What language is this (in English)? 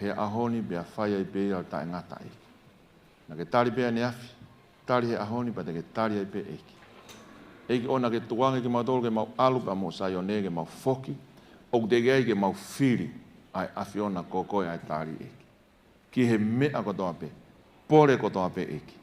Tongan